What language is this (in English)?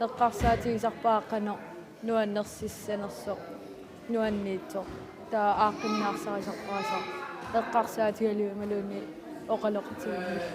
Kalaallisut